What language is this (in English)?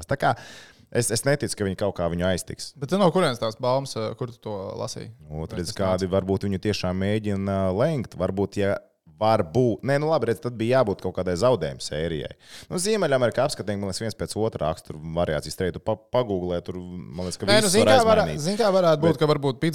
Latvian